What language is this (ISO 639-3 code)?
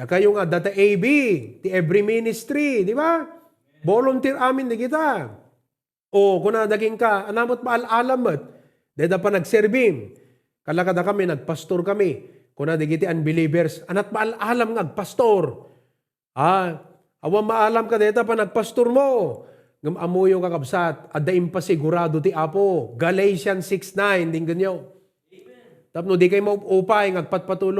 ilo